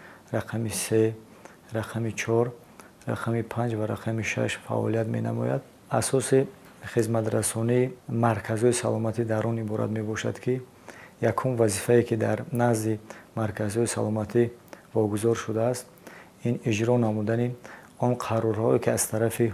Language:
Tajik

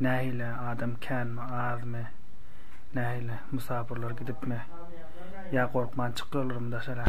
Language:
Turkmen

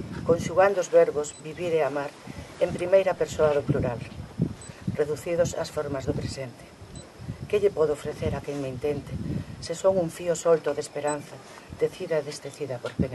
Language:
Galician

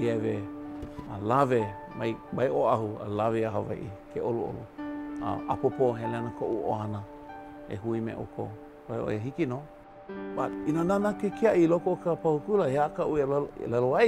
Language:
Hawaiian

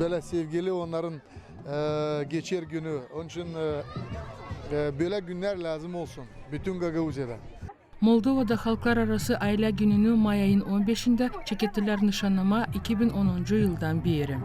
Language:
Gagauz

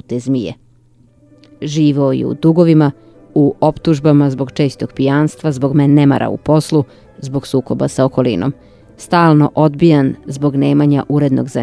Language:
Serbian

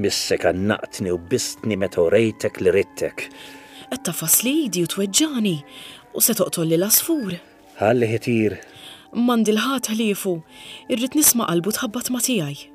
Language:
Maltese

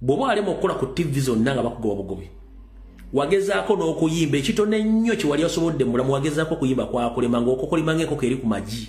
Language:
Ganda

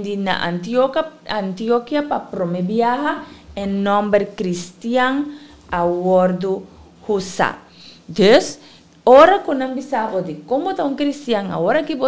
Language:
Papiamento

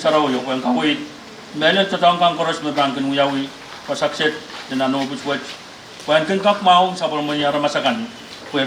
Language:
Pohnpeian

